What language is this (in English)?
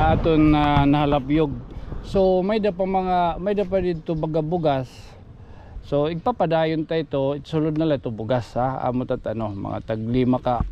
Waray